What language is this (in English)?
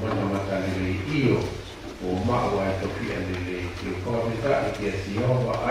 Tongan